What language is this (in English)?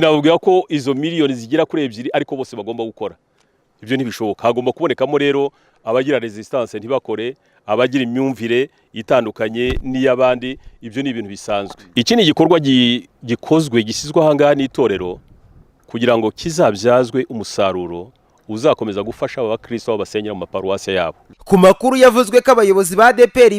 Kinyarwanda